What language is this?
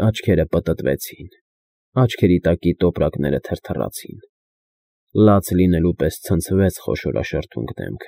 Armenian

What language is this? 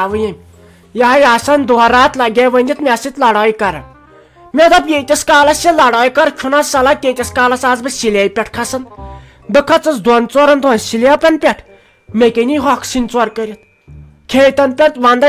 Kashmiri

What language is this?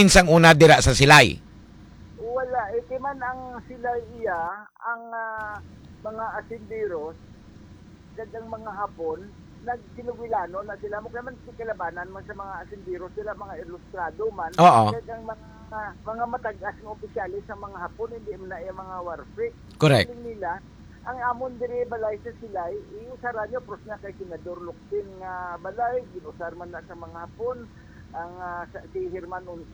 Hiligaynon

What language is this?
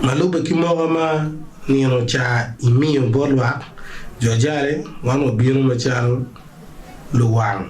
Acoli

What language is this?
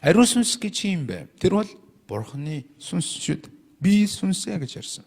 Mongolian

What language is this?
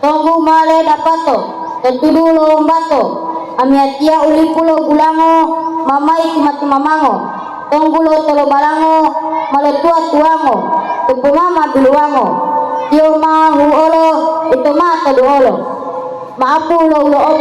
Gorontalo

